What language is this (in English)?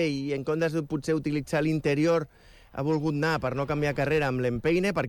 Catalan